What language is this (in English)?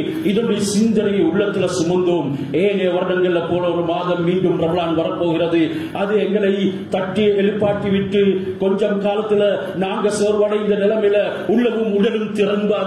Tamil